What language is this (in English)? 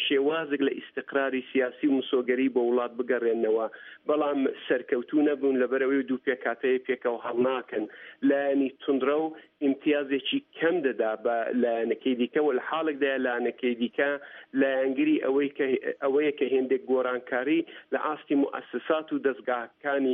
Central Kurdish